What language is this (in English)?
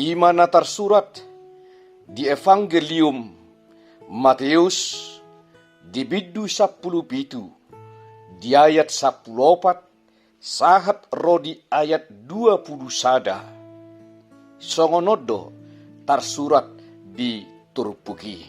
Batak Toba